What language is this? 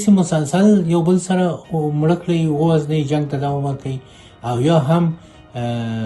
Pashto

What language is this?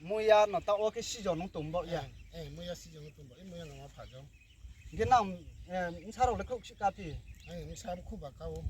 Riang (India)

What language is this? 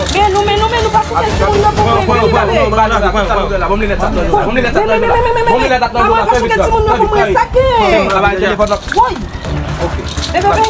Haitian Creole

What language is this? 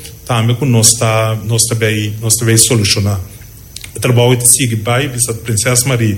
Papiamento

